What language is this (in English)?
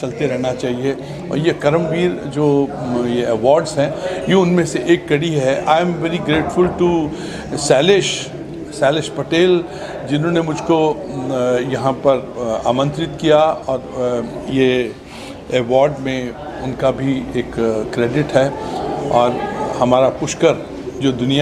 Hindi